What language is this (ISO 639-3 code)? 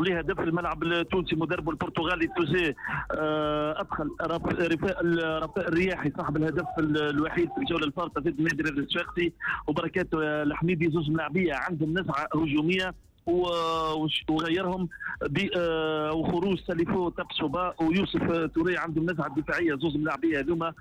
aeb